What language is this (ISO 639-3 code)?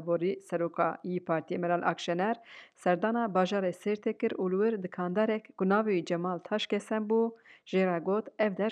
kur